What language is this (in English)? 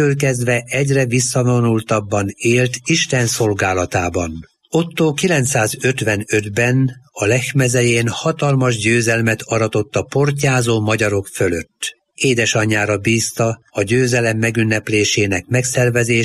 Hungarian